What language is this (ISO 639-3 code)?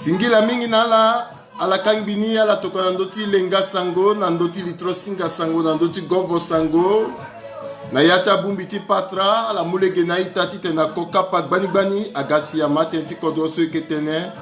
sag